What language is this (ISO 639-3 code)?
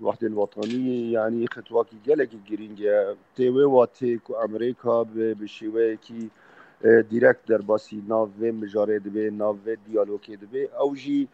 kur